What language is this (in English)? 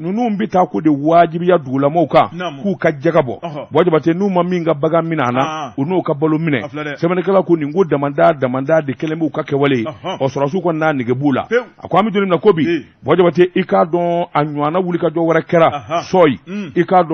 Bambara